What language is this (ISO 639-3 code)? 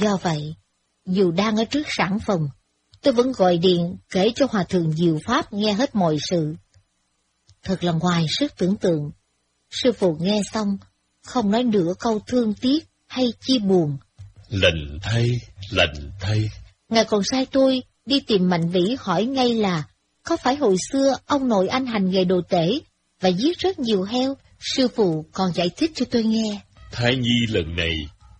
vie